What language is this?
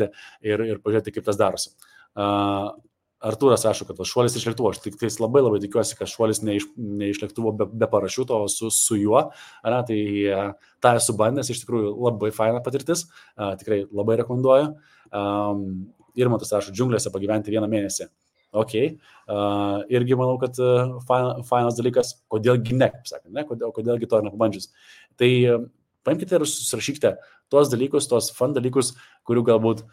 Lithuanian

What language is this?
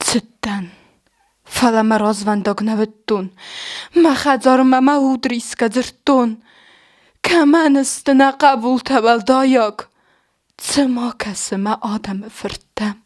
Ossetic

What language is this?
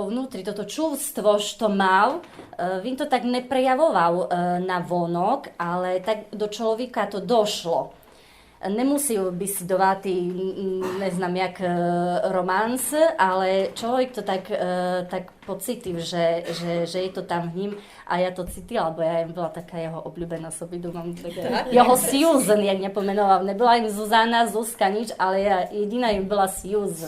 Rusyn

